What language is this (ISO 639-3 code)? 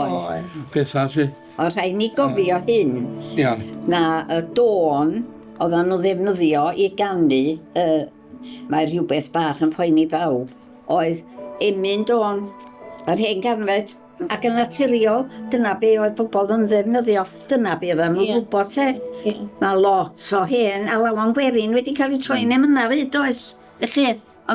cym